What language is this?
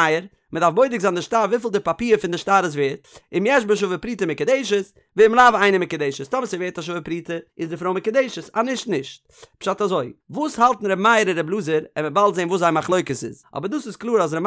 Yiddish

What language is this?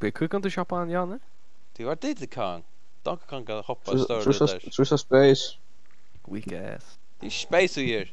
Faroese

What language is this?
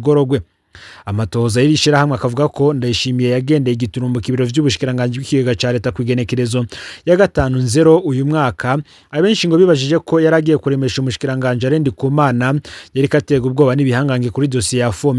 Rundi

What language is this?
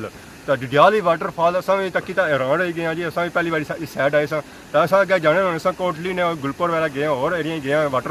Pahari-Potwari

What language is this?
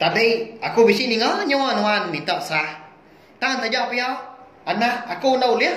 Iban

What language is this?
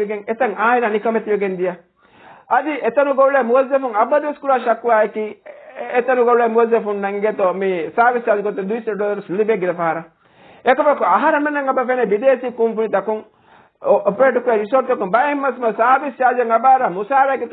Divehi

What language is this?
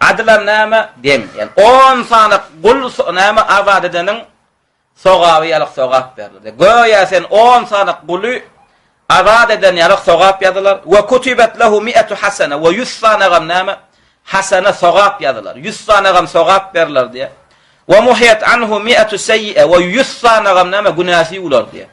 Turkmen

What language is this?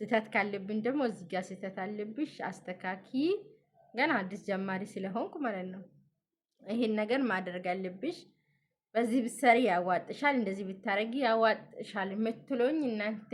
Amharic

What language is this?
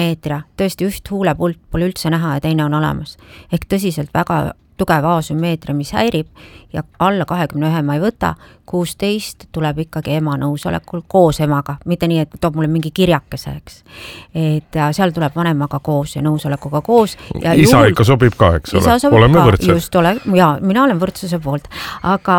Estonian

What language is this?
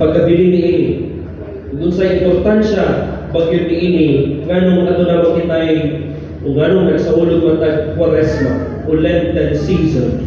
Cebuano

